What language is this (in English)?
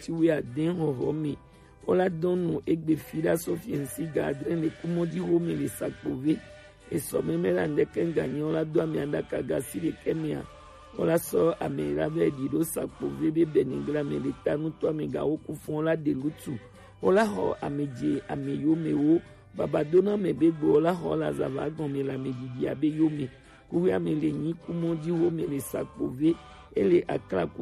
Gen